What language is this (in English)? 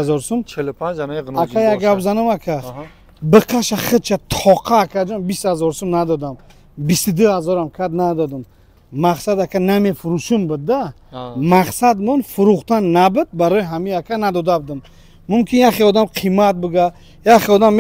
Tajik